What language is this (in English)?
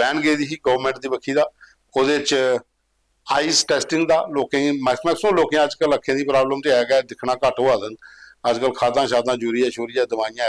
Dogri